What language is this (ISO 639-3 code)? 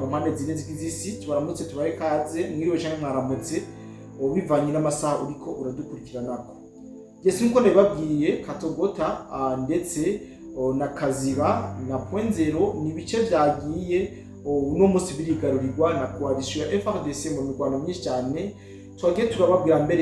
run